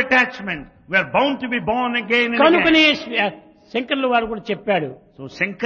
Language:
Telugu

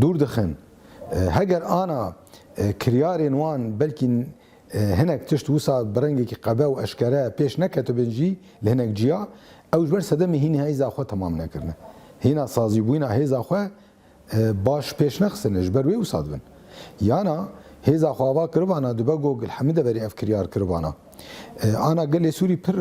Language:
Kurdish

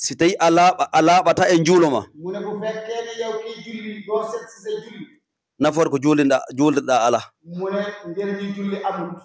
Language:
Fula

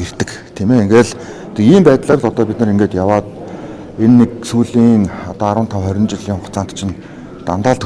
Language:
Mongolian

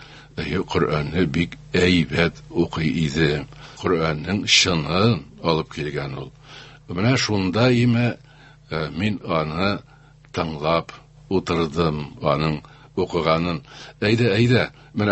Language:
Tatar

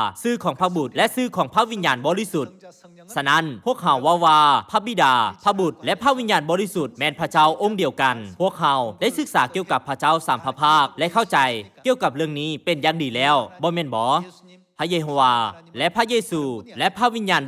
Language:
Lao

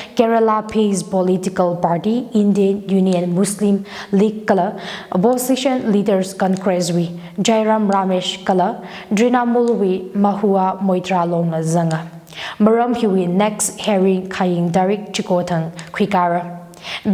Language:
Tangkhul Naga (India)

